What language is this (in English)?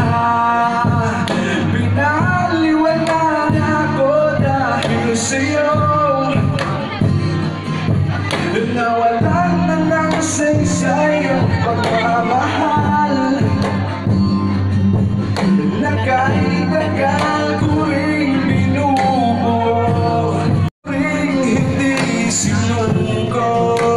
Filipino